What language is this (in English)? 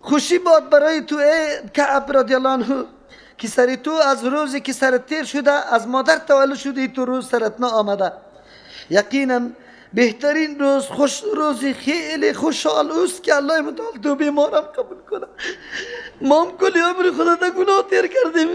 Persian